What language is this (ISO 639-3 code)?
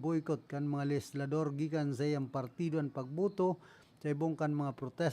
bik